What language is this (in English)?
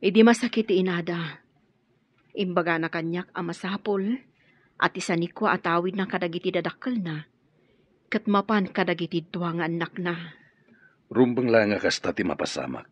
Iloko